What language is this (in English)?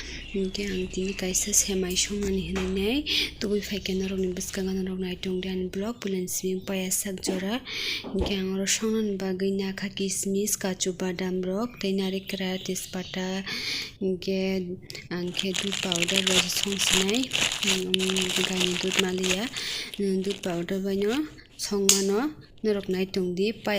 Kok Borok